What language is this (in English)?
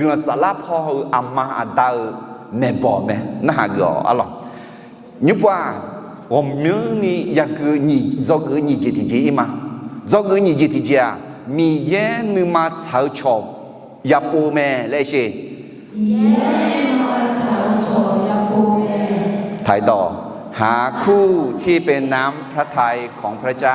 Akha